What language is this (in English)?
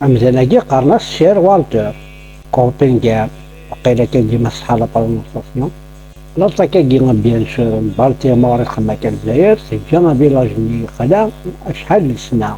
Kabyle